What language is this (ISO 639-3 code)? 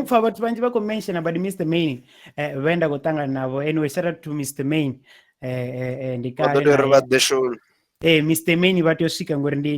ven